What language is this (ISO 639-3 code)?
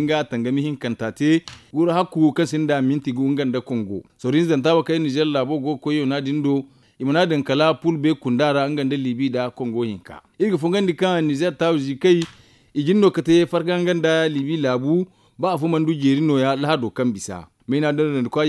dje